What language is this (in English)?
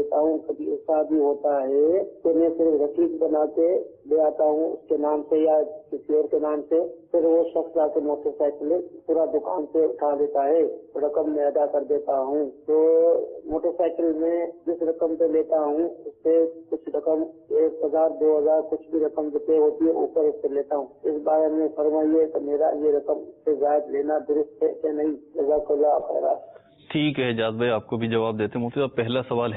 Urdu